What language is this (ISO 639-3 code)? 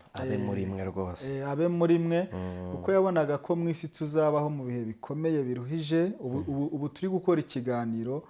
kin